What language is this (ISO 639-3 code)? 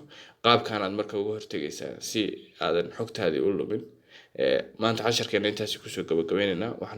som